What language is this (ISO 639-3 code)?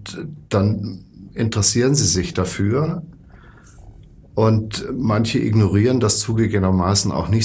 deu